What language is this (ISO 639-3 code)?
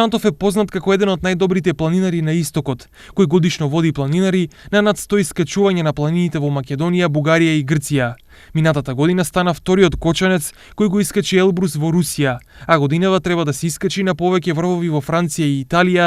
mkd